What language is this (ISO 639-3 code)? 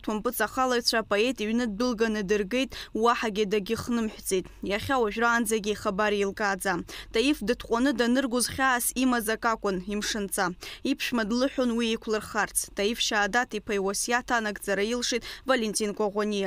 abk